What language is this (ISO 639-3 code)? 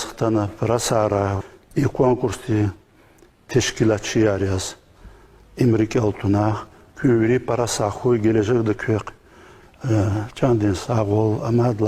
lez